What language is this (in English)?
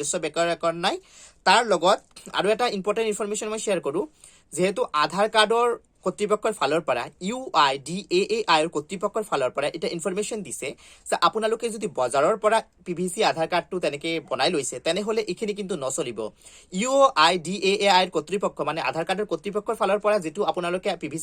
Assamese